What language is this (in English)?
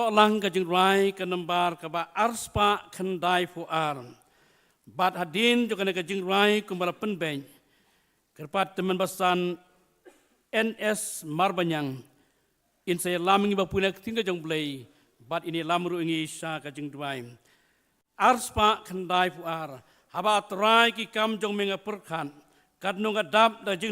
Khasi